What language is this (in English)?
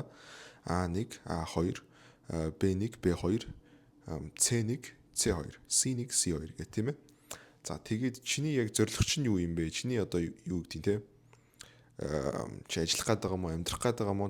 Mongolian